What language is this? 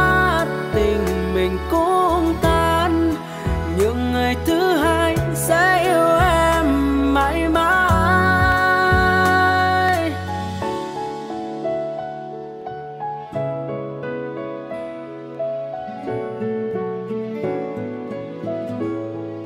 Vietnamese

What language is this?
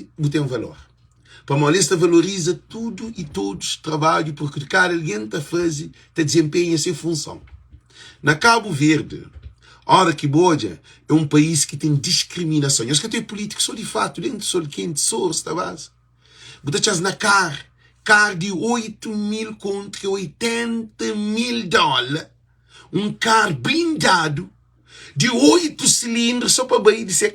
Kabuverdianu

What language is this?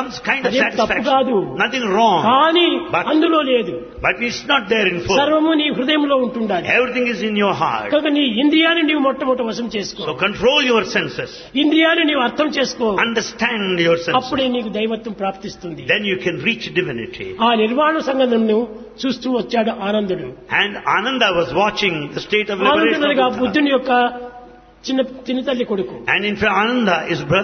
Telugu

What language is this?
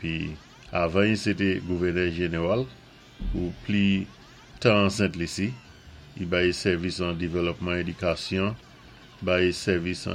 Saint Lucian Creole French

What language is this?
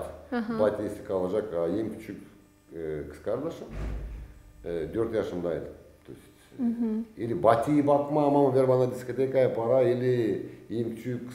Gagauz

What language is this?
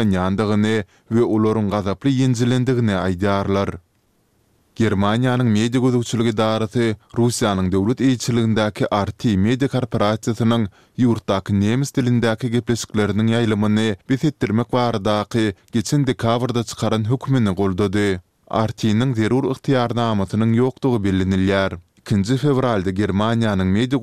Turkmen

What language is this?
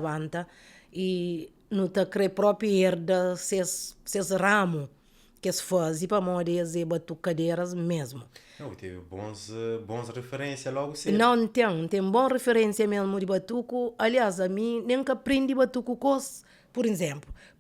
Kabuverdianu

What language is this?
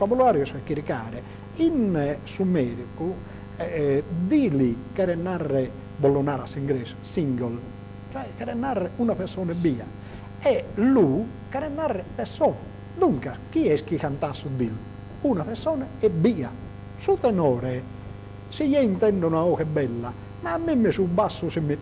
Sardinian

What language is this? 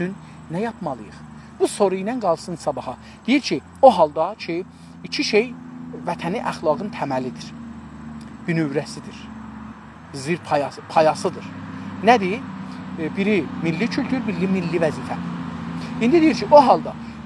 South Azerbaijani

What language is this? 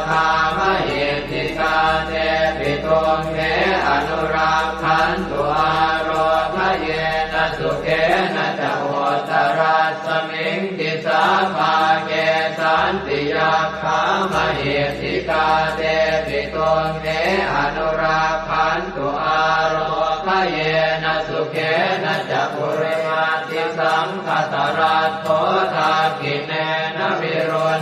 Pali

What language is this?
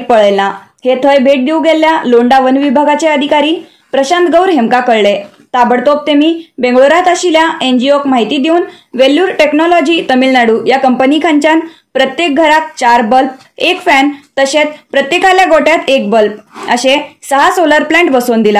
Konkani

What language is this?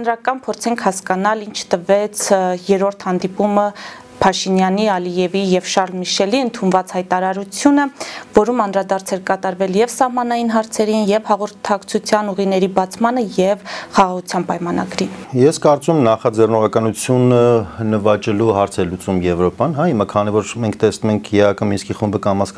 Armenian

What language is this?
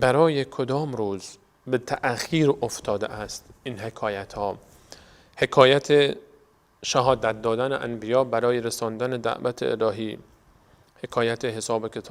Persian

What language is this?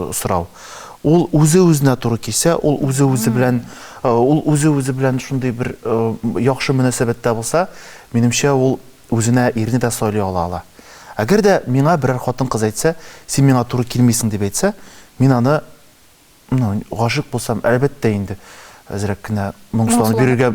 Tatar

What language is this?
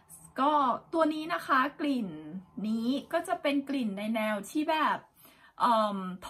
Thai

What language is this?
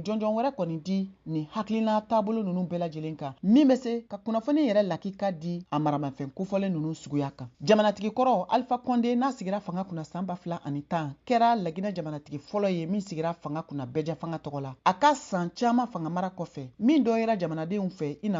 Bambara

